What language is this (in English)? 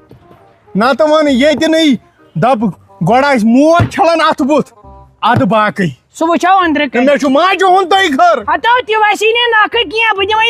Kashmiri